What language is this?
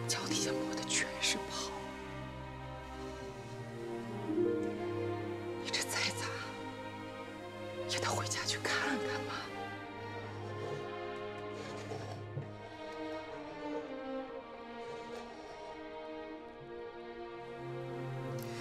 Chinese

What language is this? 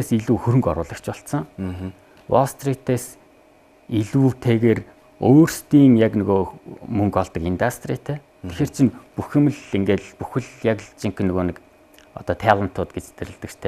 Mongolian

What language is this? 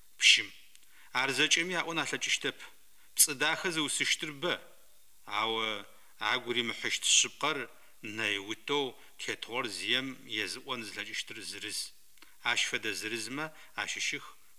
Adyghe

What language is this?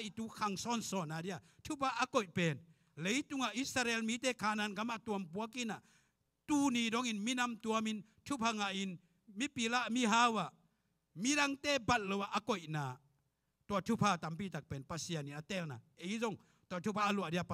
Tedim Chin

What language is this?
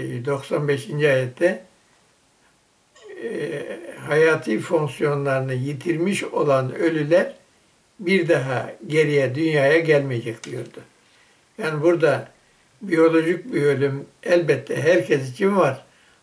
Turkish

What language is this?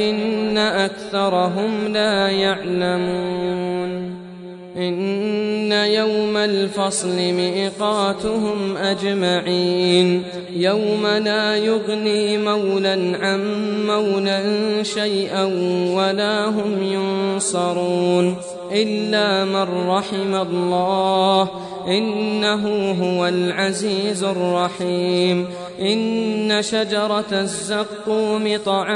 Arabic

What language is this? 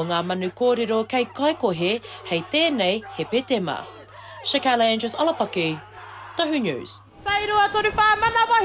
Māori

